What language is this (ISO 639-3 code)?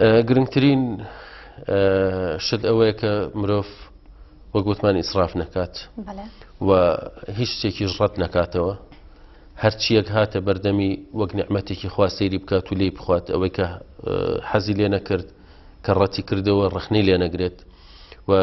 ckb